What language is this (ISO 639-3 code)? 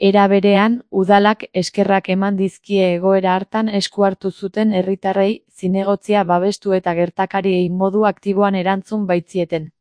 eus